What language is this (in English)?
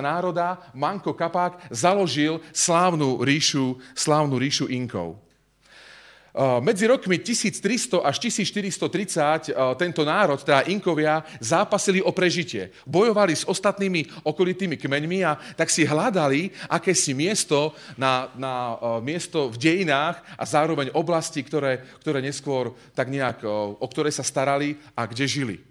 Slovak